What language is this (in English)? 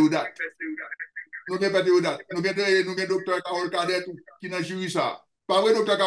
French